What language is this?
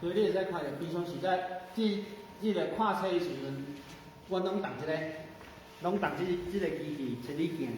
Min Nan Chinese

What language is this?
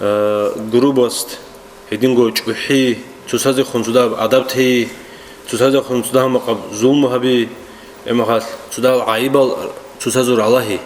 Avaric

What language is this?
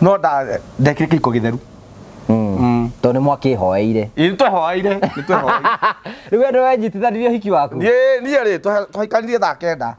Kikuyu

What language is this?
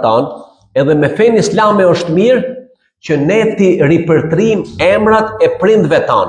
Albanian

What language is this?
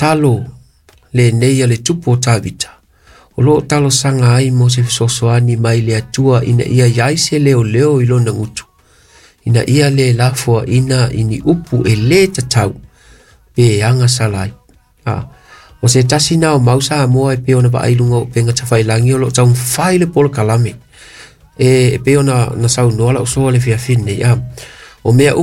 Samoan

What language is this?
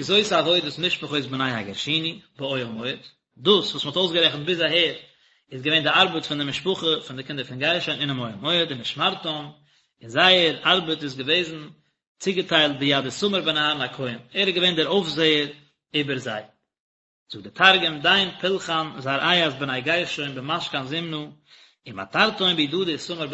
Yiddish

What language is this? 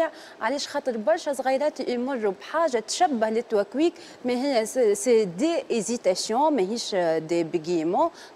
Tunisian Arabic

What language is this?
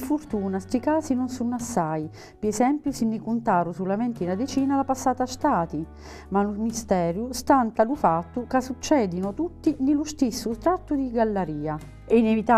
Sicilian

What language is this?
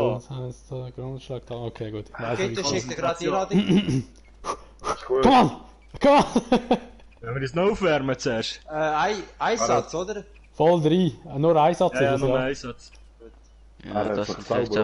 Swiss German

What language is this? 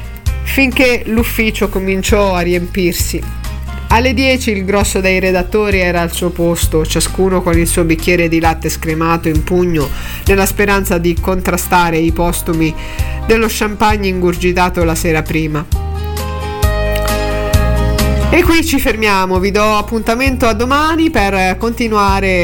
Italian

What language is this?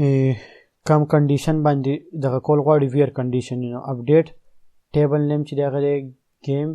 Pashto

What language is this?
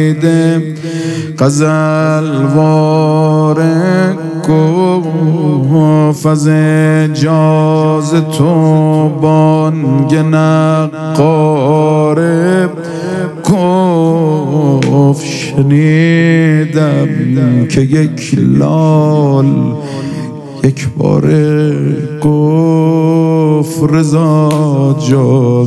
Persian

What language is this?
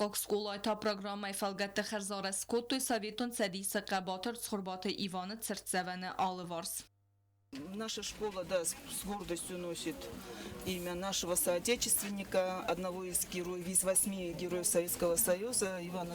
Ossetic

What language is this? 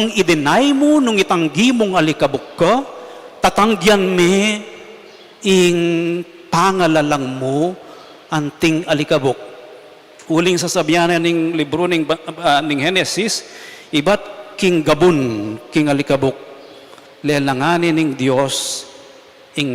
Pampanga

